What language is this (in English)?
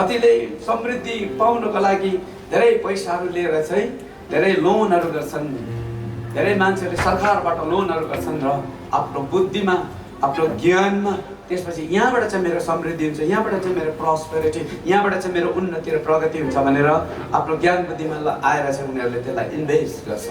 Nepali